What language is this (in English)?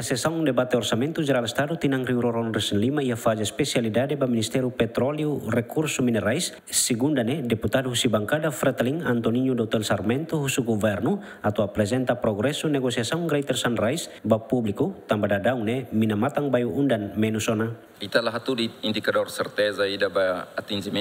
Tetum